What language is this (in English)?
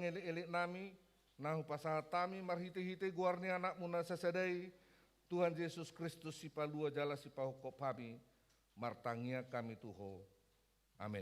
Batak Toba